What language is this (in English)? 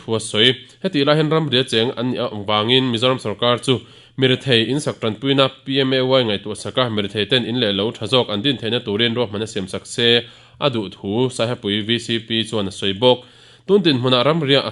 Mizo